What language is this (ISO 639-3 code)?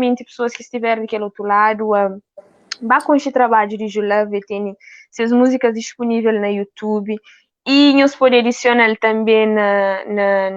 kea